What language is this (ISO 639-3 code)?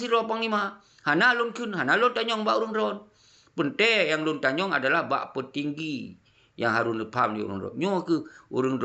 ace